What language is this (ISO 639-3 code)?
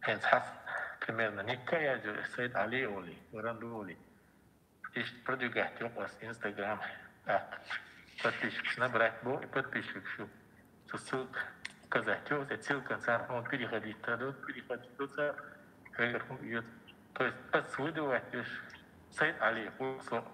che